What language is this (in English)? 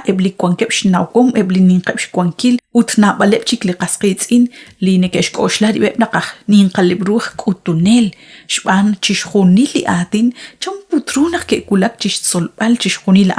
Kekchí